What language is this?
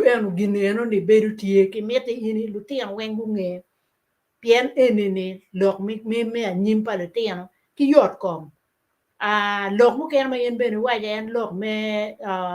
Acoli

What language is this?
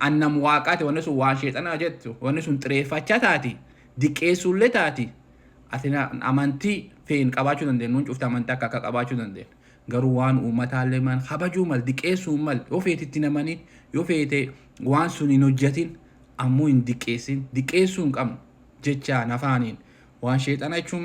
Oromo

